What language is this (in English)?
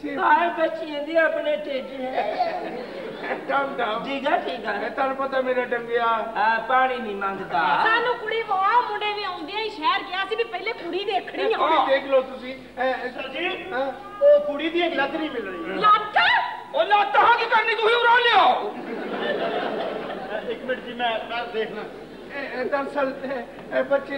Punjabi